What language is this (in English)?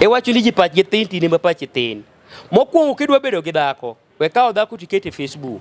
Luo (Kenya and Tanzania)